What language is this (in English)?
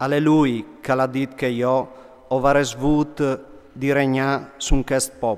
Friulian